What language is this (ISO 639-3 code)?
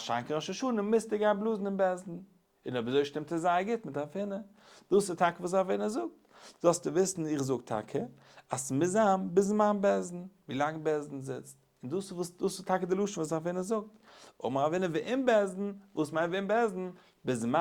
yid